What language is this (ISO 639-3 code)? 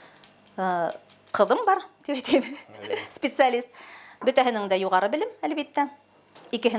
bak